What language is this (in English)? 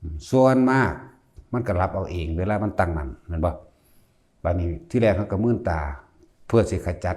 Northeastern Thai